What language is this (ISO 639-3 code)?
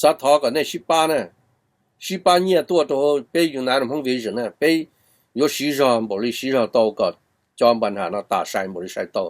hmn